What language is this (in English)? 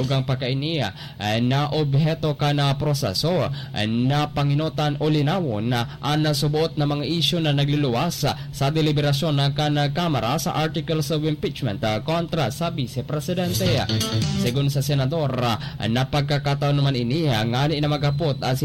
Bikol